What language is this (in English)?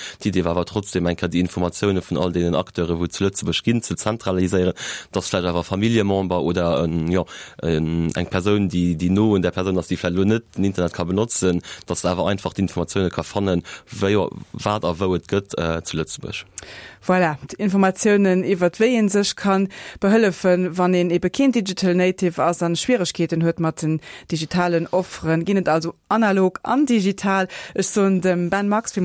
Luxembourgish